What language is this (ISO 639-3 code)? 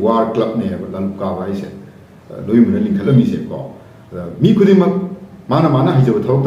mni